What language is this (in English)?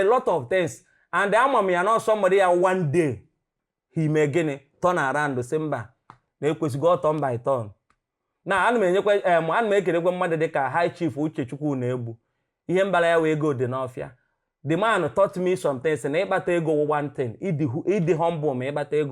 Igbo